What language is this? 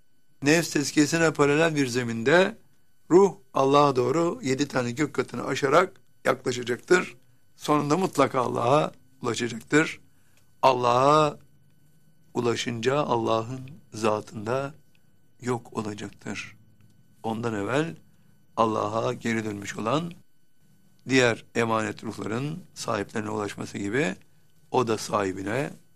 Turkish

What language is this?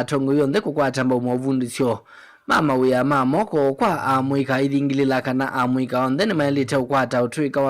Kamba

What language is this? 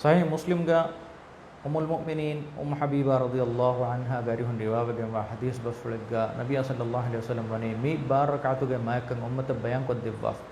Divehi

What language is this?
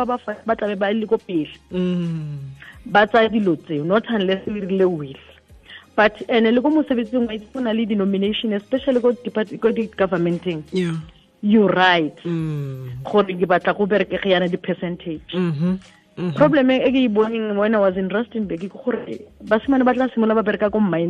Tswana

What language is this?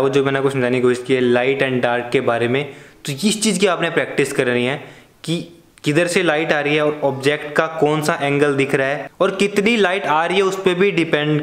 Hindi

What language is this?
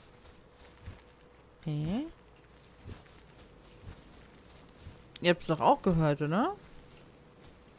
German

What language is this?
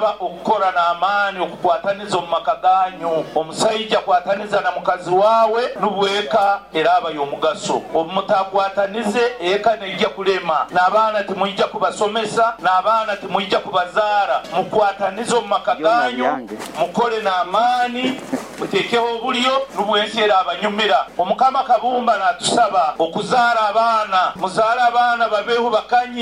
Nyoro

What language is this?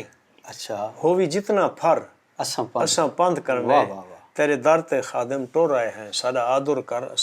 Saraiki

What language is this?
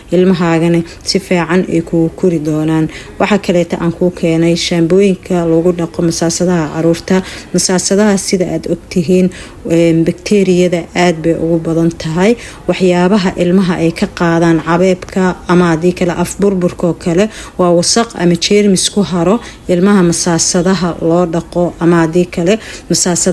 Somali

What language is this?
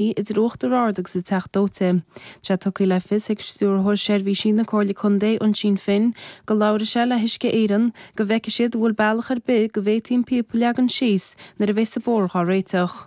Irish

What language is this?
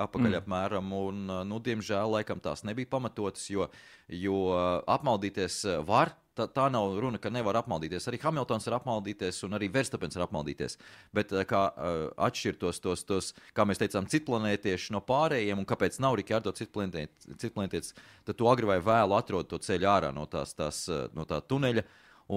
Latvian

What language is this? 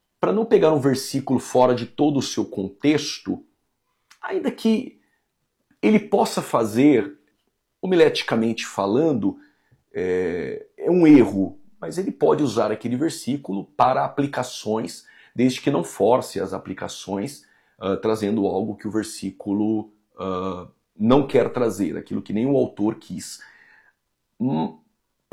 Portuguese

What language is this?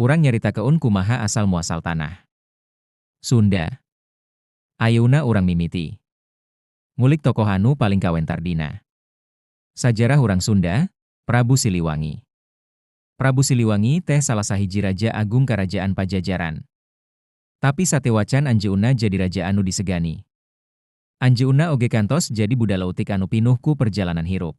Sundanese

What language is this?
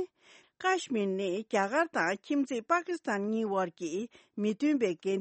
Tibetan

